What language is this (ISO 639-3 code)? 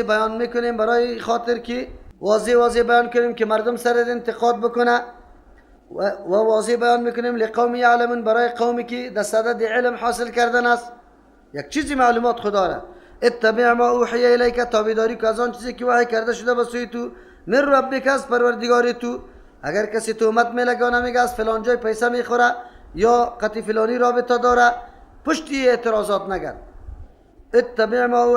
fas